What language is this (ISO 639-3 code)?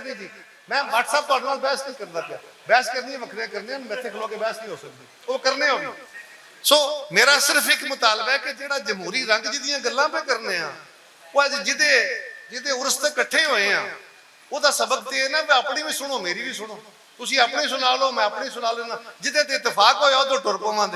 lah